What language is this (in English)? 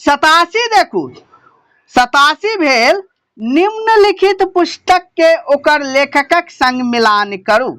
Maithili